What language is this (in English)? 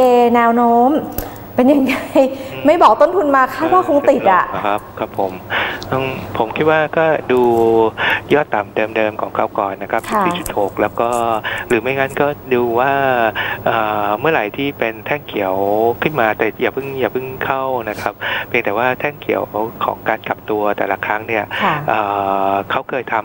Thai